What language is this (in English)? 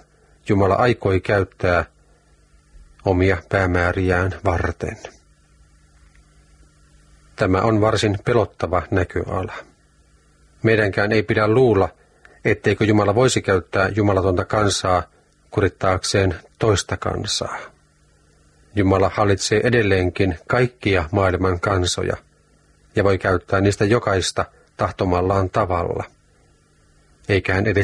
Finnish